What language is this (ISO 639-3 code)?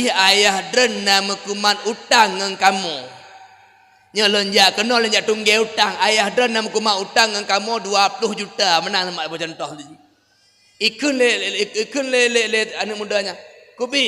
ace